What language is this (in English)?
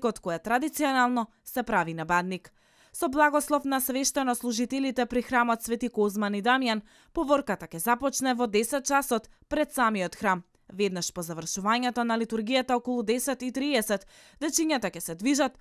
Macedonian